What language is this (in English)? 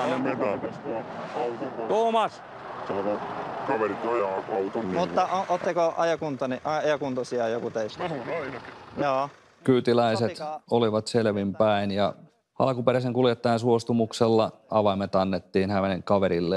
Finnish